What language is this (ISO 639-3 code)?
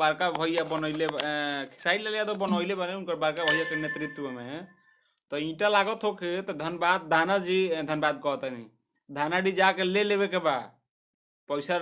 bho